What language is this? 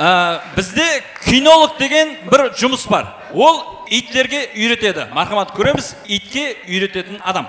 Kara-Kalpak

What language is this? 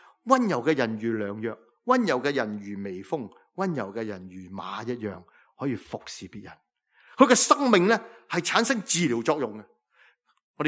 Cantonese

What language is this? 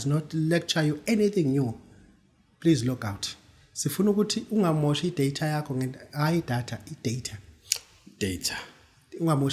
Zulu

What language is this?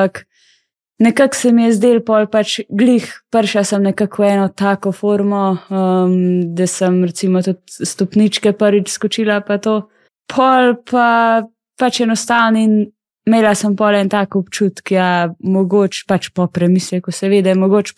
Slovenian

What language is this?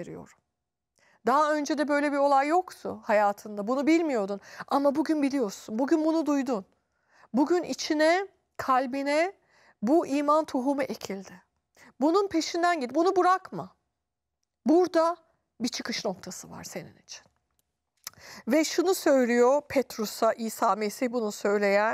Turkish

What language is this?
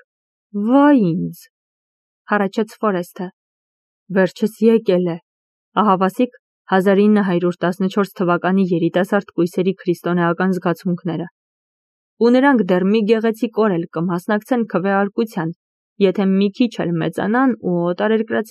Armenian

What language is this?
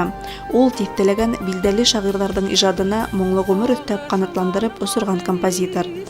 Bashkir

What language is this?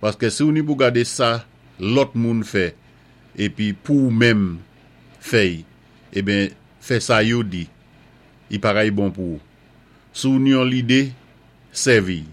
Saint Lucian Creole French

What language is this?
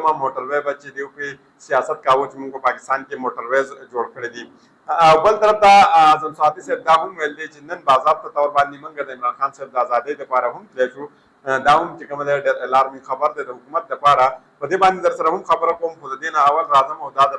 Pashto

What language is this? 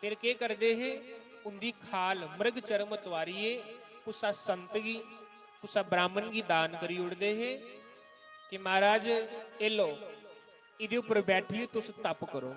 Dogri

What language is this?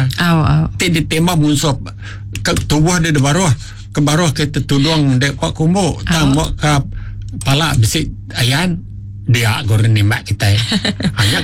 Iban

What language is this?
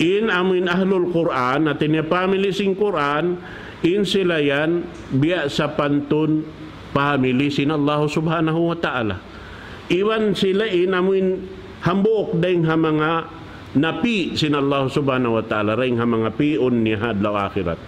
Tausug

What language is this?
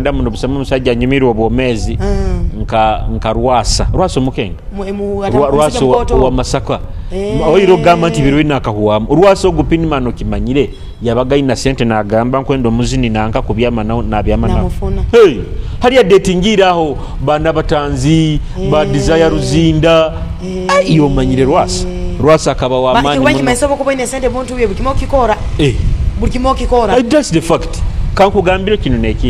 Nyoro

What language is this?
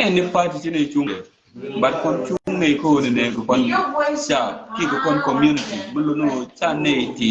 Nuer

